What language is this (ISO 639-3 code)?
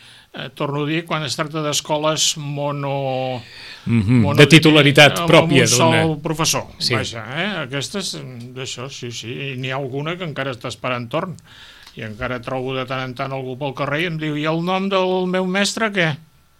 cat